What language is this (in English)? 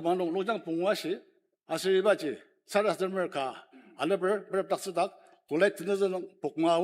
Ao Naga